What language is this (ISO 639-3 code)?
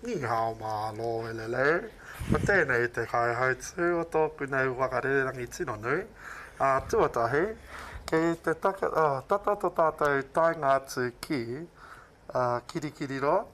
mri